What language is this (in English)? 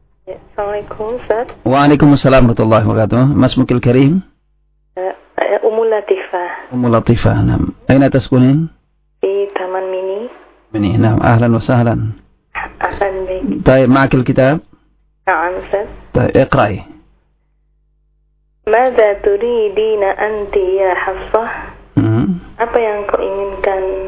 Indonesian